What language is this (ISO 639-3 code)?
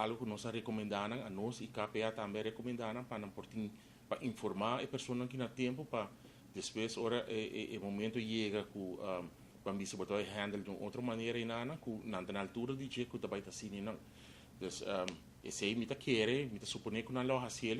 pap